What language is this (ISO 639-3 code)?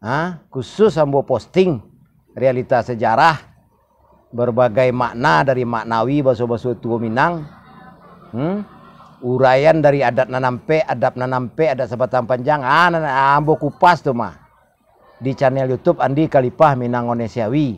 min